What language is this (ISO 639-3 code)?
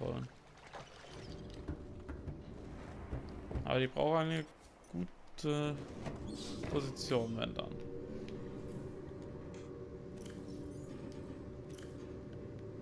deu